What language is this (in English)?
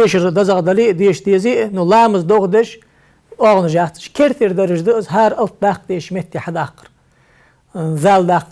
Ingush